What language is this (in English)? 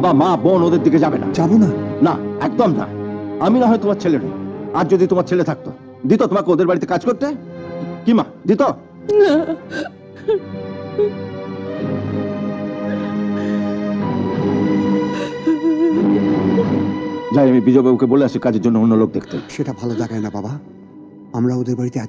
Bangla